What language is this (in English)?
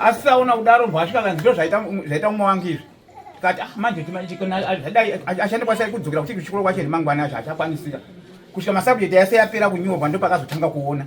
Shona